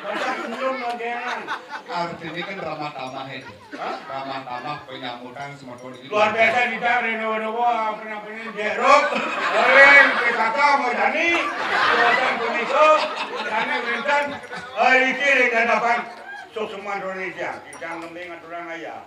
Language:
Balinese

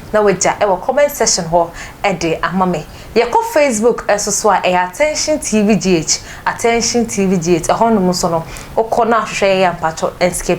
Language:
Akan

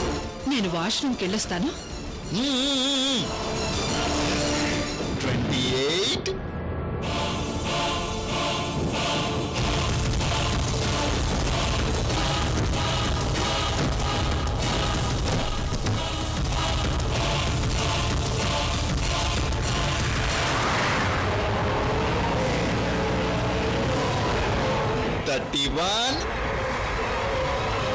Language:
Telugu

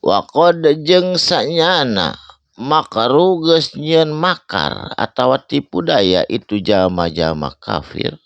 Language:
Sundanese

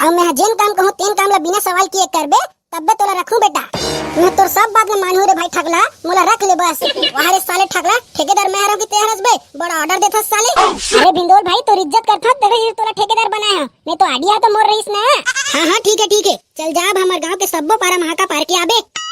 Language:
Chhattisgarhi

